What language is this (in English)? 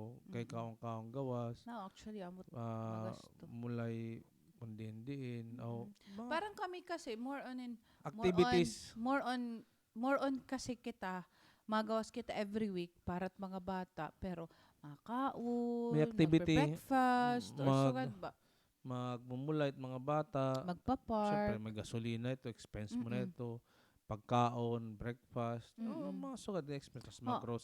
Waray